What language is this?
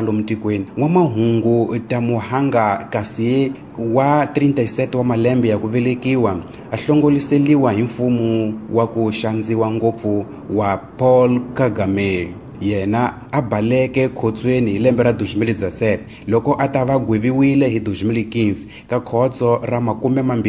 Tsonga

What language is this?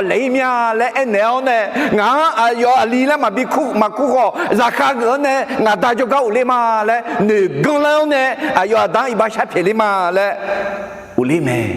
Akha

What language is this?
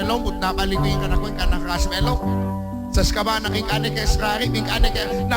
Kekchí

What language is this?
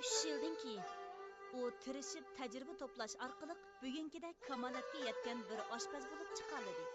Uyghur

